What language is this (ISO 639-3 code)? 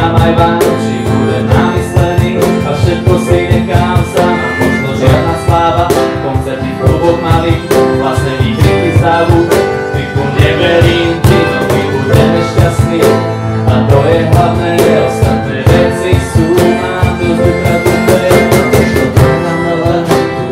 slk